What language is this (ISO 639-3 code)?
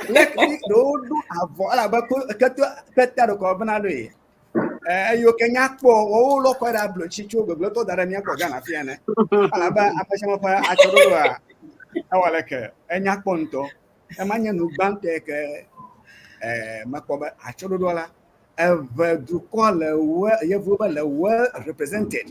ewe